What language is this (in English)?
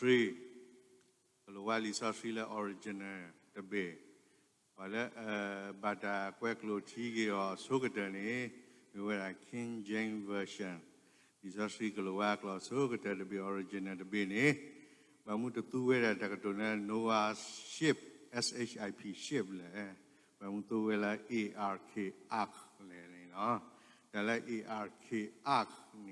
S'gaw Karen